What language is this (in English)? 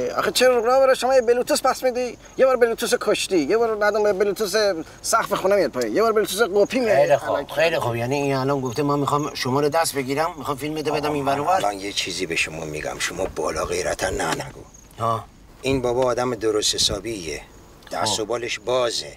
Persian